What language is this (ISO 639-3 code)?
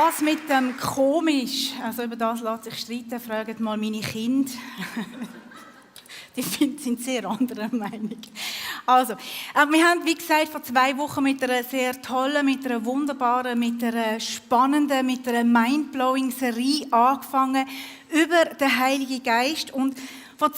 gsw